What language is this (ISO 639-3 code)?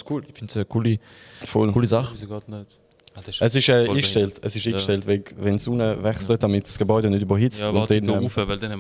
gsw